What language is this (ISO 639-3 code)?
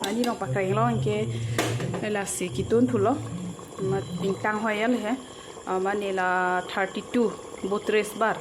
mjw